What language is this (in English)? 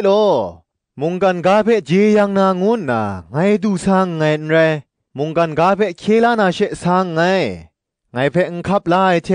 Kachin